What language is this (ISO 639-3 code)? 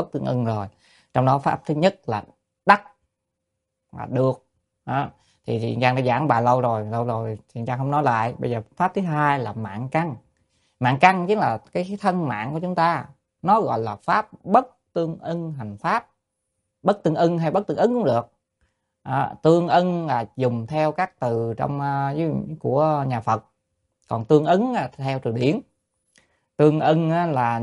vie